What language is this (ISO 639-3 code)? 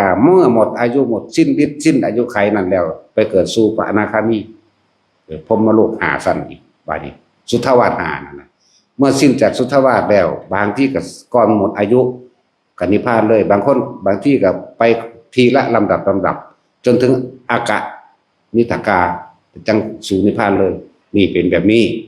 tts